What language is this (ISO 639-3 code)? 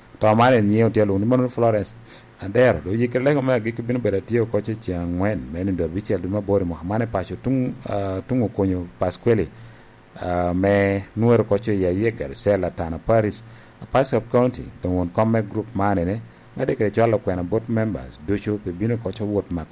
laj